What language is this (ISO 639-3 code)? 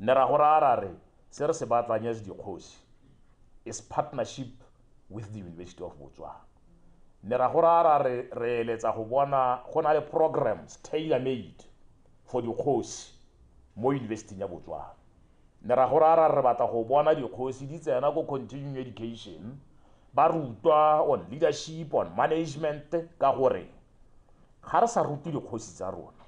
tsn